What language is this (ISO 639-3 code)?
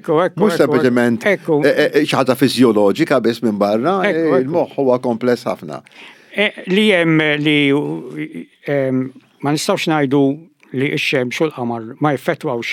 mlt